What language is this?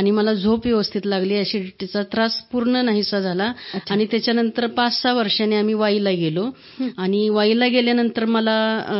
Marathi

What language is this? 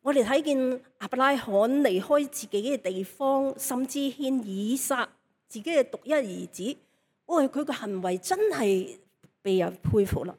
Cantonese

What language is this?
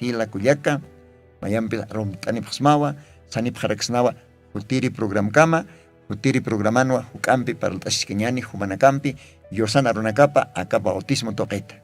Aymara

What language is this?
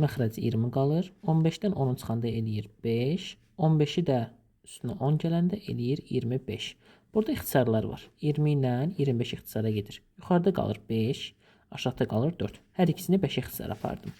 Azerbaijani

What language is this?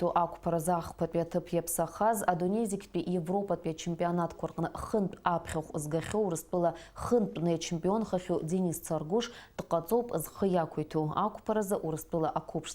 Abkhazian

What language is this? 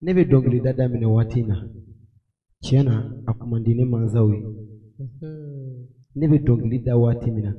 Bambara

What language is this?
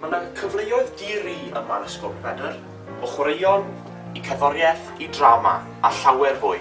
Welsh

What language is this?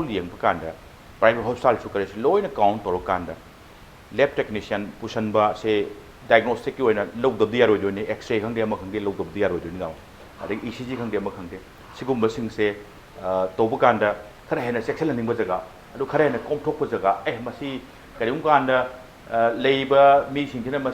Manipuri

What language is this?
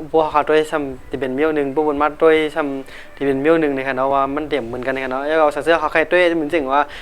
Shan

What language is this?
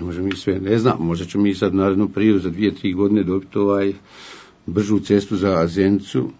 Bosnian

